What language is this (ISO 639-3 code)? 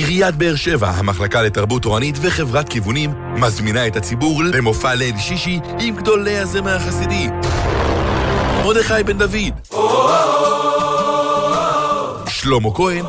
heb